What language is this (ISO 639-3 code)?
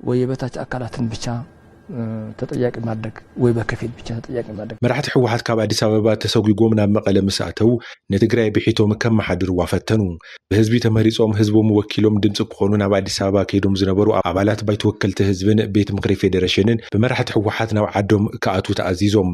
tir